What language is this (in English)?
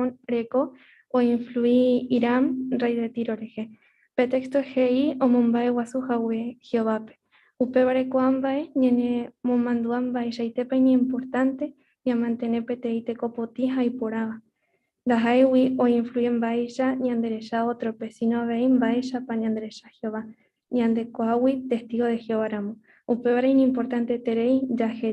Guarani